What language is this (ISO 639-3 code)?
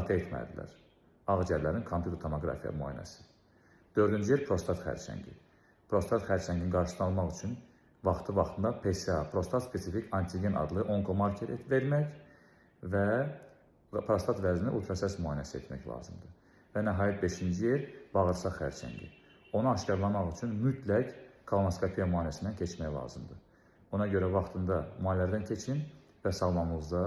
aze